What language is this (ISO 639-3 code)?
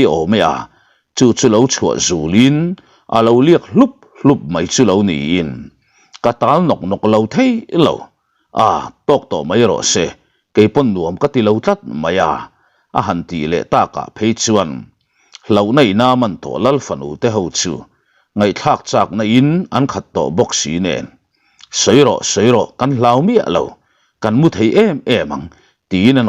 lus